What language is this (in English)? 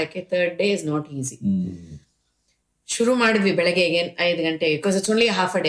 Kannada